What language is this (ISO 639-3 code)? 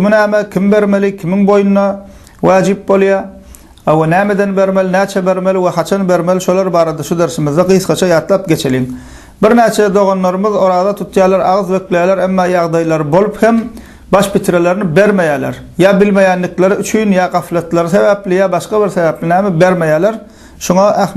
tuk